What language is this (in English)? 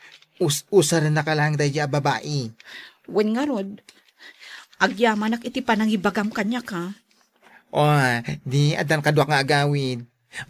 Iloko